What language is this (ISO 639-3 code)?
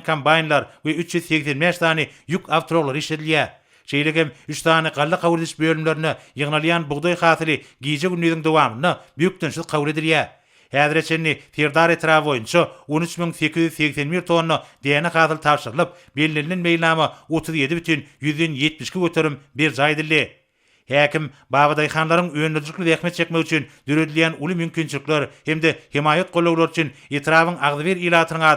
tuk